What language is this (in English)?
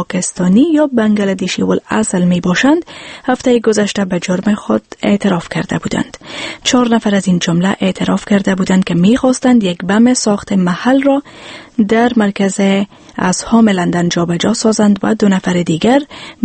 Persian